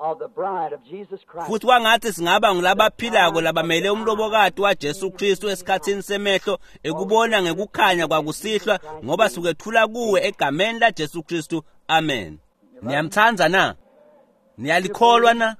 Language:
Swati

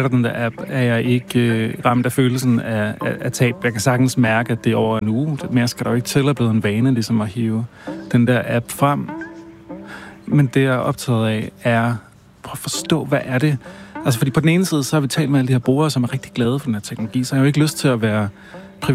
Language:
Danish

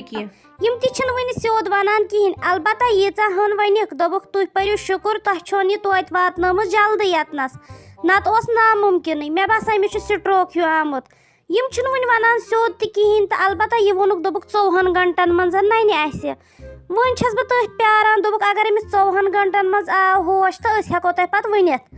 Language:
Kashmiri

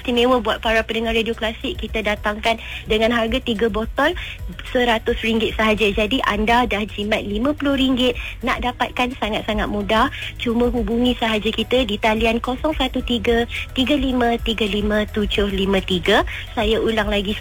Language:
Malay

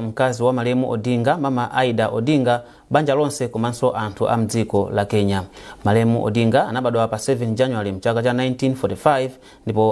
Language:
Nyanja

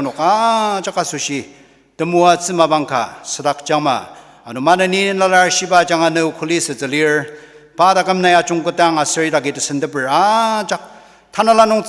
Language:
Ao Naga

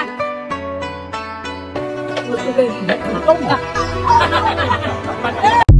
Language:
Chinese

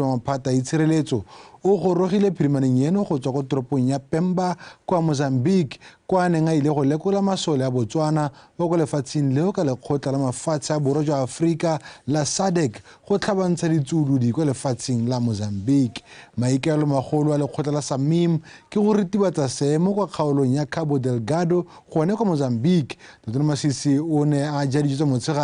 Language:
Tswana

